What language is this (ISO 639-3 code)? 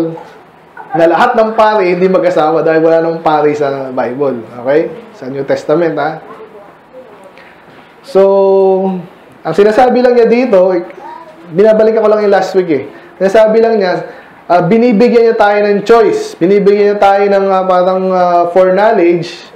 fil